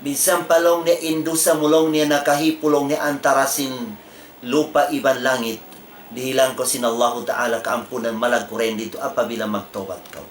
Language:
Tausug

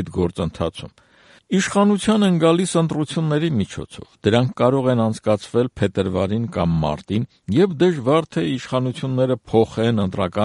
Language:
Armenian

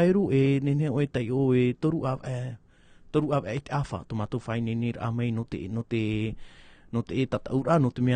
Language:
Tahitian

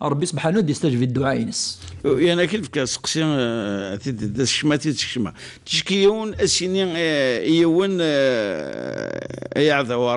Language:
Kabyle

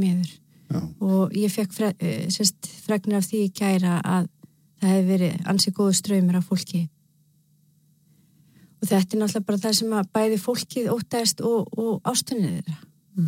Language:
Icelandic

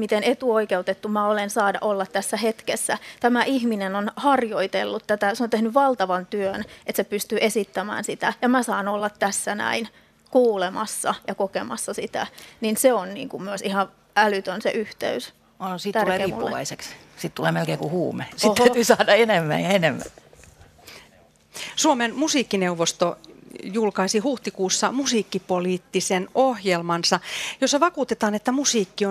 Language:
Finnish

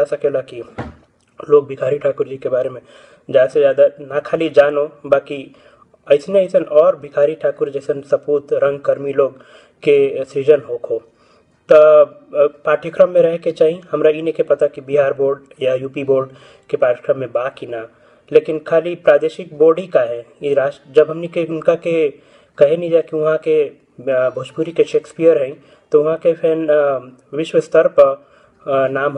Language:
Bhojpuri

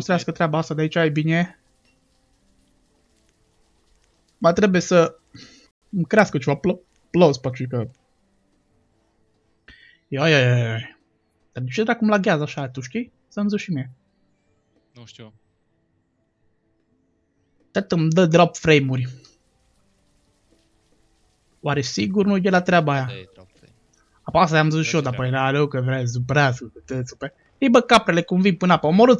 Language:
Romanian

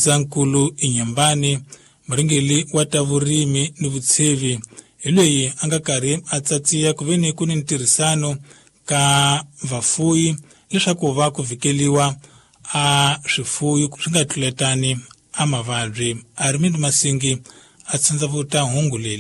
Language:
Tsonga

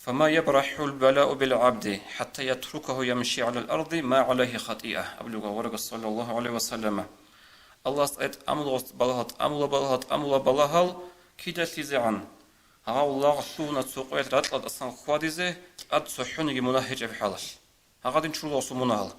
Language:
Avaric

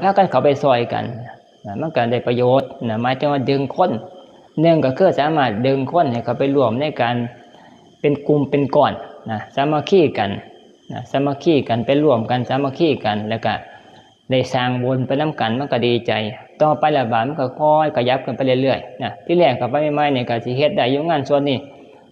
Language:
Northeastern Thai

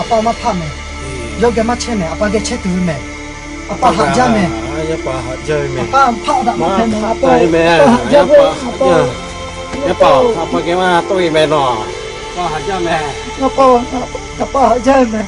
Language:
Lahu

